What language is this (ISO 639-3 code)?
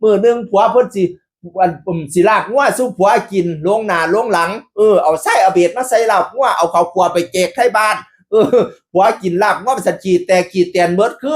tts